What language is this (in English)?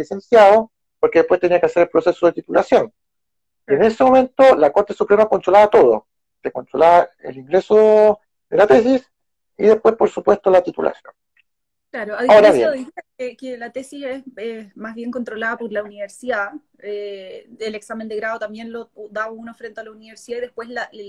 Spanish